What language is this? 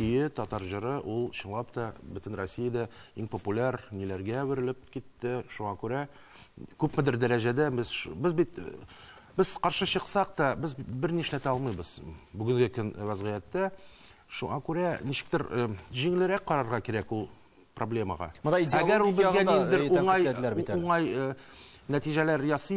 Tatar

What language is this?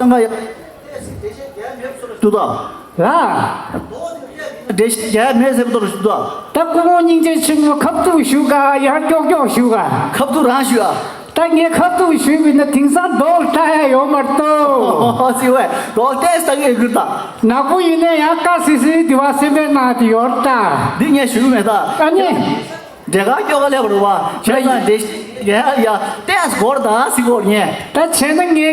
Tibetan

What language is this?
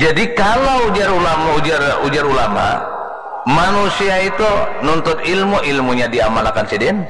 Banjar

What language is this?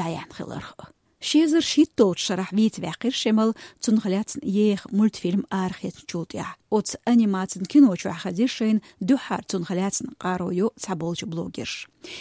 Chechen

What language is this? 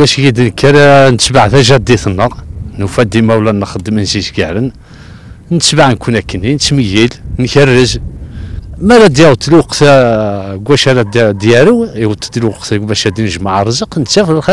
Kabyle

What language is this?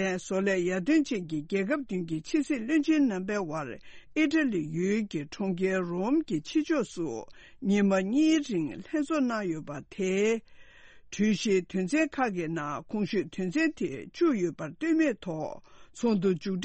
Tibetan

